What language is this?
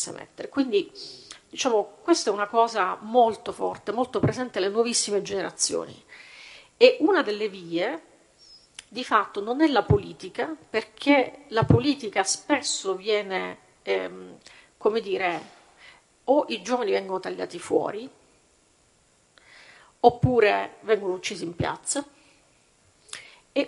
Italian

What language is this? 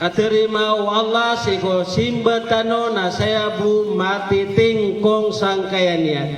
Maranao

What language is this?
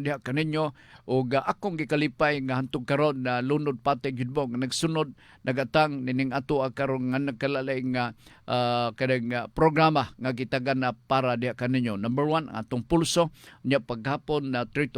Cebuano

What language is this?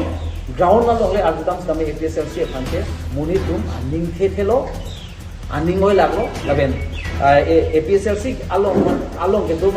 Karbi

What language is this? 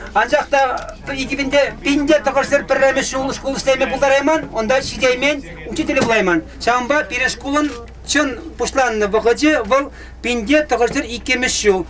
Chuvash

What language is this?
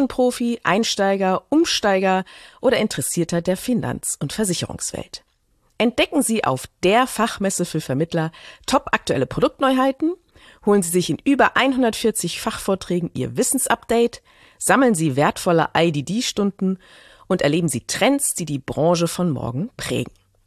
German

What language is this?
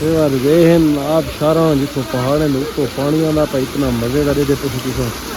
Saraiki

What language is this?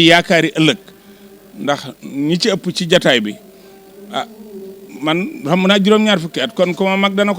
Wolof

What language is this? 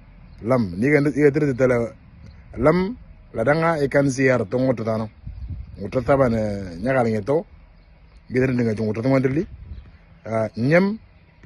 Moro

